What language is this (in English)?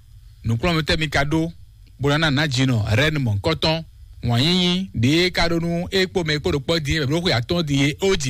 Fon